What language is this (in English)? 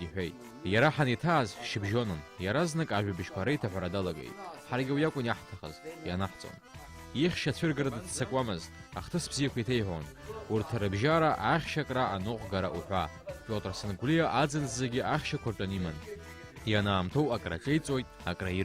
Abkhazian